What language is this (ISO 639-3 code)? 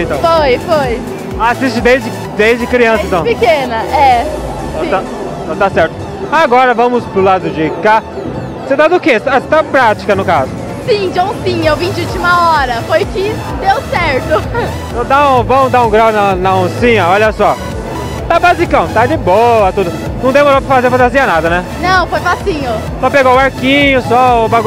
por